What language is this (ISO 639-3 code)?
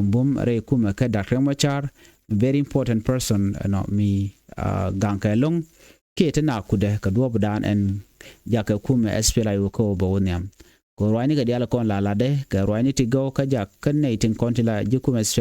nus